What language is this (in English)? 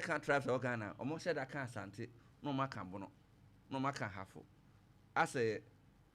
Akan